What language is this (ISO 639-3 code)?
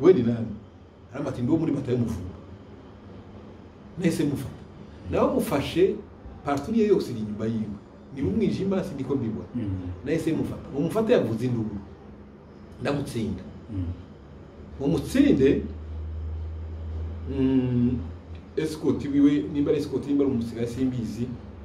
kin